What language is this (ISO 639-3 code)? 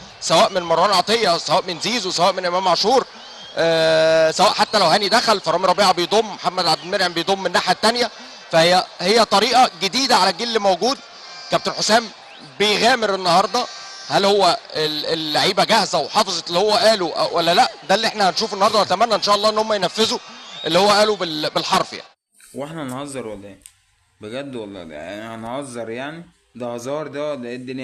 arz